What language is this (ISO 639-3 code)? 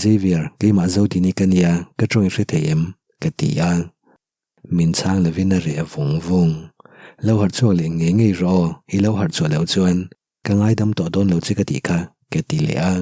lus